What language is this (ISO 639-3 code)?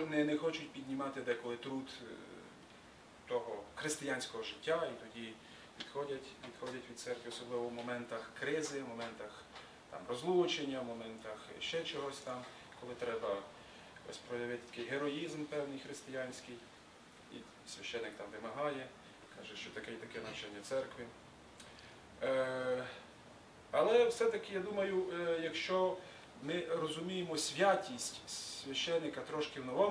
ukr